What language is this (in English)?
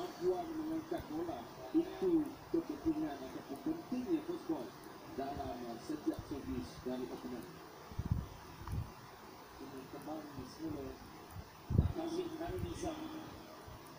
Malay